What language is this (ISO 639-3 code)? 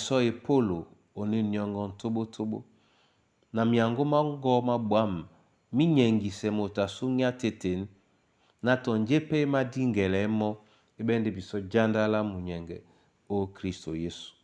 dua